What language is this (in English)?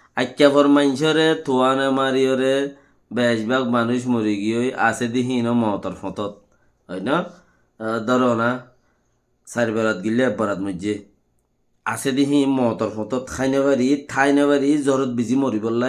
Rohingya